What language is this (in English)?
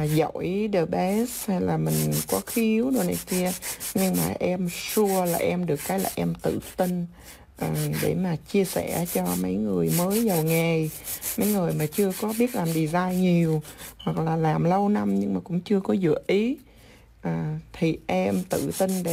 Vietnamese